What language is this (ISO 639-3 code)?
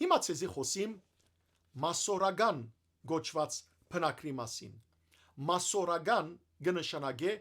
hyw